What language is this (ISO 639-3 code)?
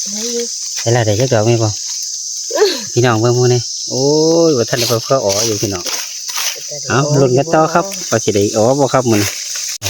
tts